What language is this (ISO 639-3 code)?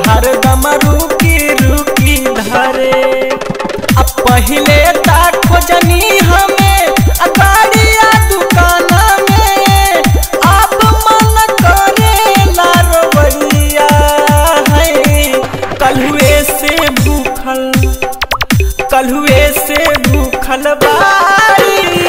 bho